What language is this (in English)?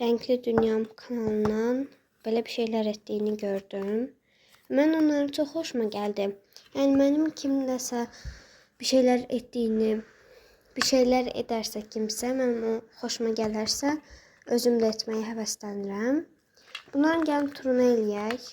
Azerbaijani